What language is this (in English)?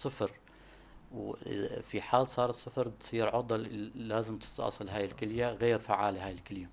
North Levantine Arabic